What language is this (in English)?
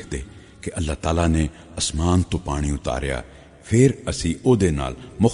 Western Panjabi